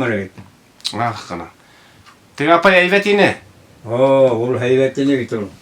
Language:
Bashkir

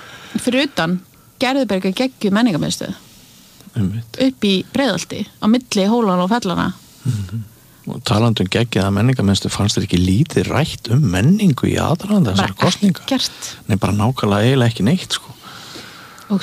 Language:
Icelandic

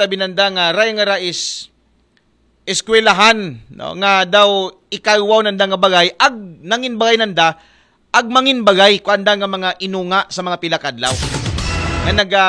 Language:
Aklanon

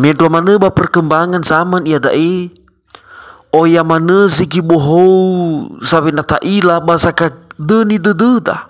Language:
Nias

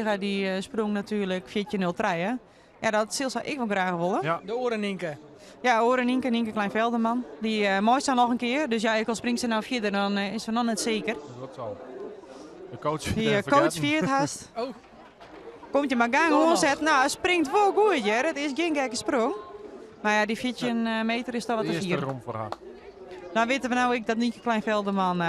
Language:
Western Frisian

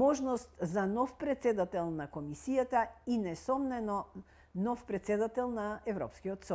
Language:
Macedonian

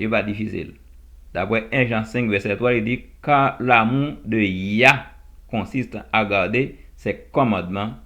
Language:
Haitian Creole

